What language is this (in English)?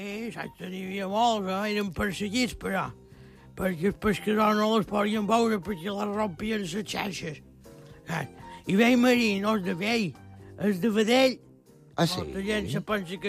Catalan